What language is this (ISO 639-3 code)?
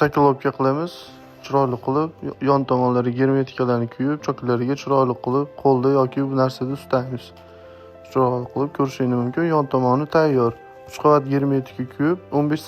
uzb